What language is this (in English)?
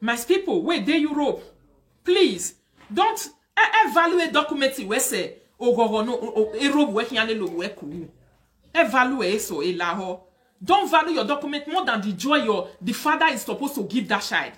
Nigerian Pidgin